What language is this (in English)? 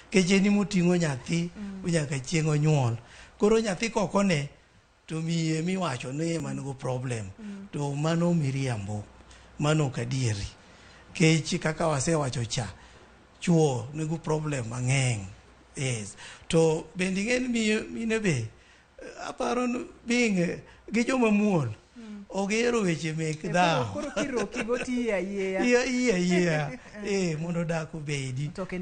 Luo (Kenya and Tanzania)